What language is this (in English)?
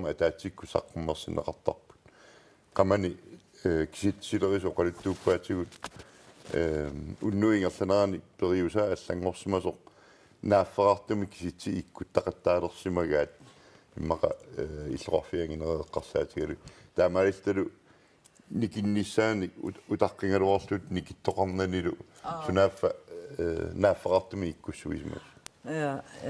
Kalaallisut